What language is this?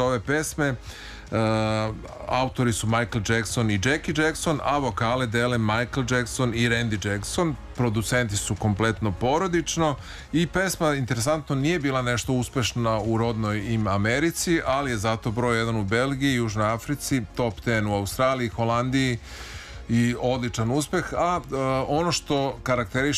Serbian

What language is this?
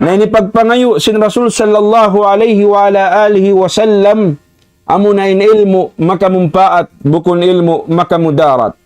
Tausug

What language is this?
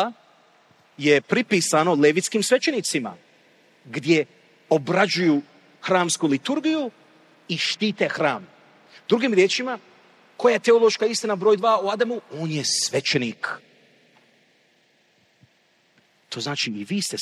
Croatian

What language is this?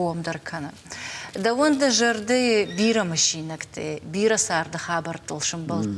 Ossetic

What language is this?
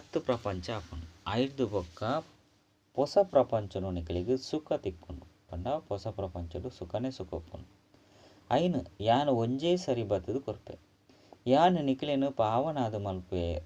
Tulu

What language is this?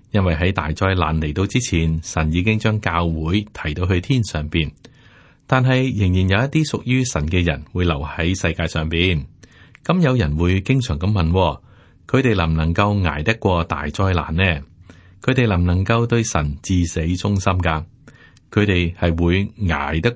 Cantonese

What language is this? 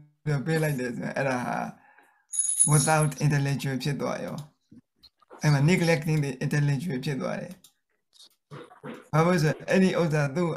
Burmese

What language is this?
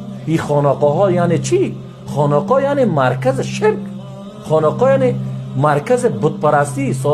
Persian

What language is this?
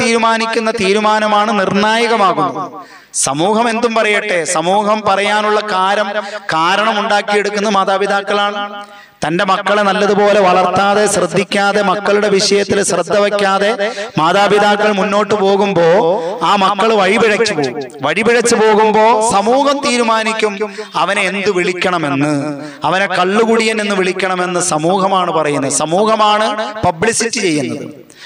Malayalam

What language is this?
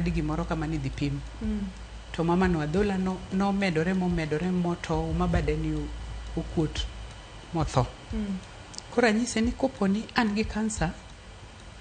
Luo (Kenya and Tanzania)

